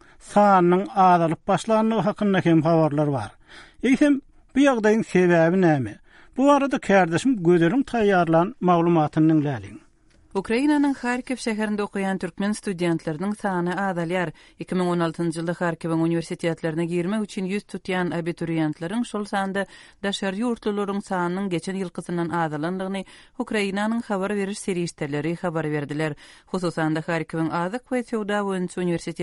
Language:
Turkmen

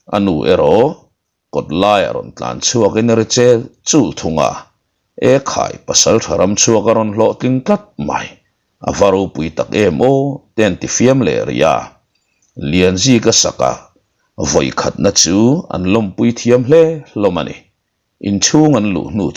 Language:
Mizo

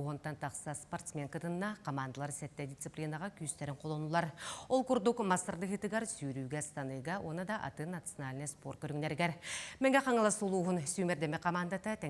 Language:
Yakut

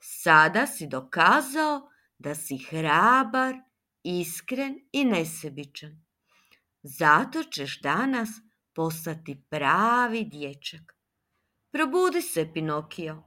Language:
Serbian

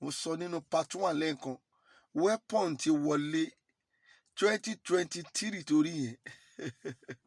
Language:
Yoruba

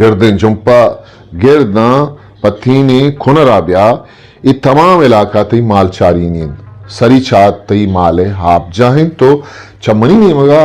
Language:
Eastern Balochi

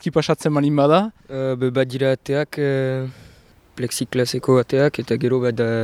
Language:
Basque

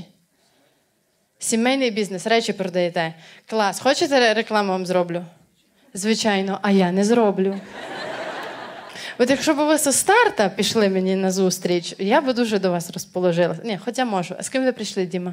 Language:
Ukrainian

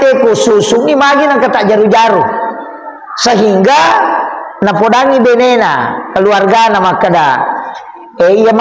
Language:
Buginese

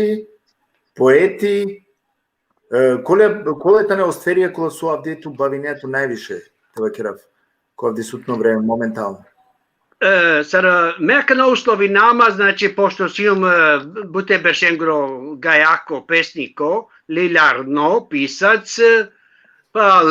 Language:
Balkan Romani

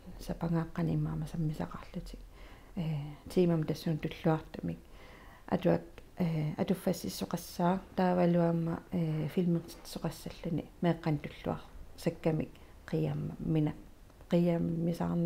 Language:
Kalaallisut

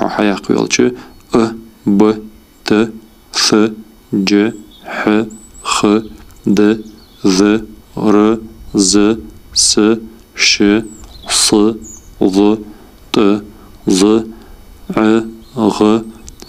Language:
Ingush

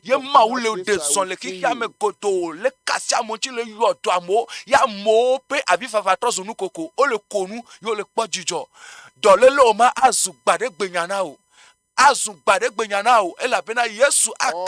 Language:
Ewe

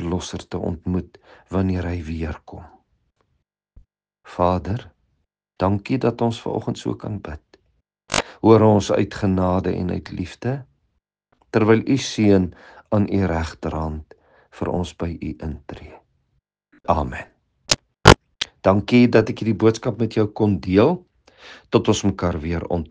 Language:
Afrikaans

